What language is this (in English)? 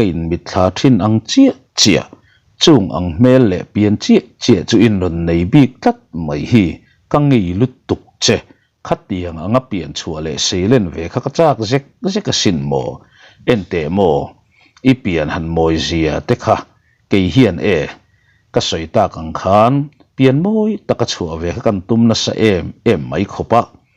Mizo